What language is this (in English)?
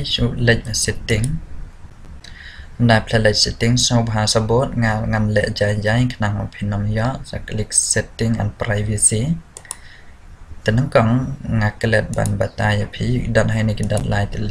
Khasi